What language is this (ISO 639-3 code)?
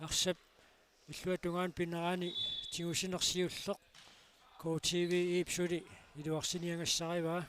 kal